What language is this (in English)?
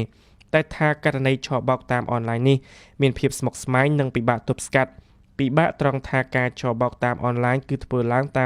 Khmer